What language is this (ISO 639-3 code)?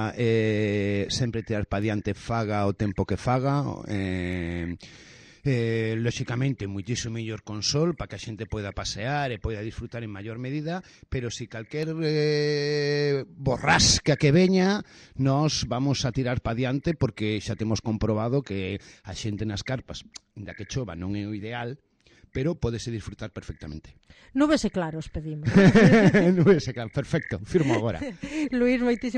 glg